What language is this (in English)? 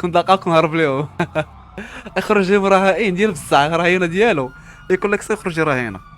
Moroccan Arabic